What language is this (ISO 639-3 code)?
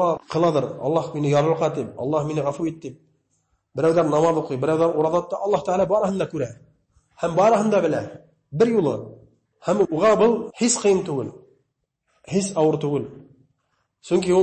bak